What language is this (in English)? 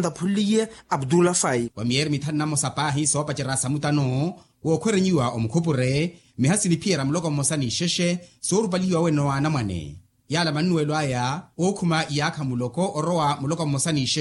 Makhuwa